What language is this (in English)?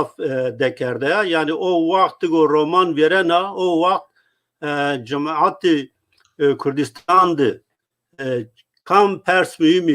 Zaza